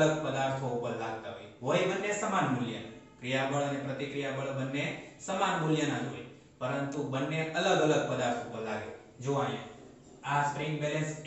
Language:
Gujarati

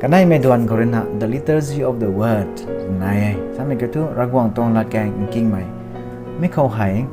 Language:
Rongmei Naga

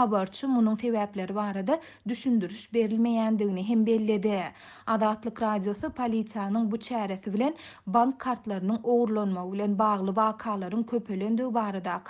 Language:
Turkmen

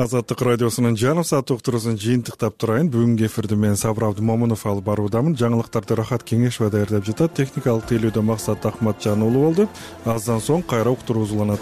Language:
Kyrgyz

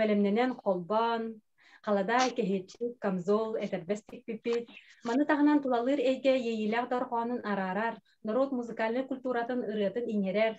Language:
Yakut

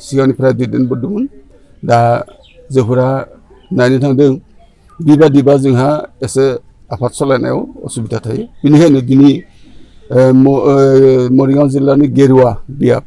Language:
Bodo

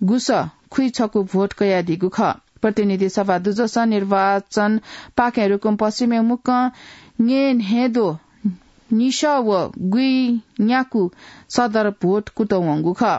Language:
Newari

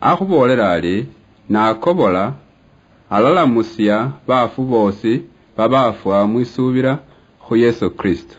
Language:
Luyia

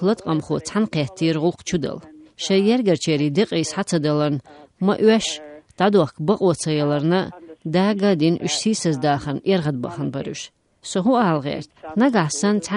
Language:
Chechen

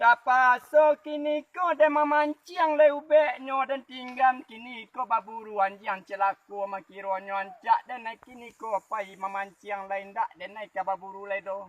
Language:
Minangkabau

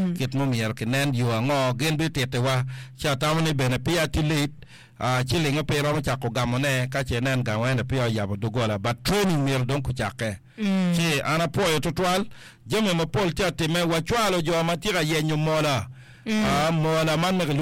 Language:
Acoli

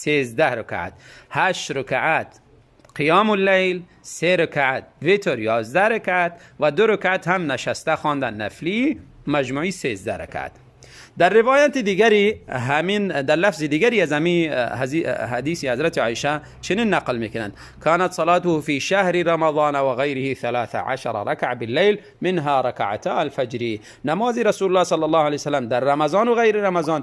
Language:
Tajik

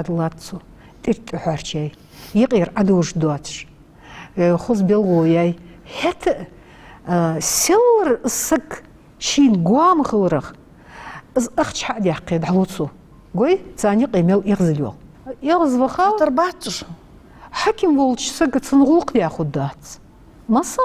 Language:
Ingush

